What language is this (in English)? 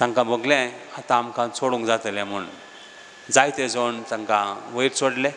Konkani